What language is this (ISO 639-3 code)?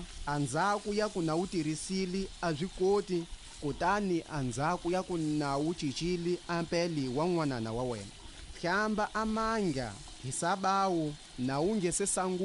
tso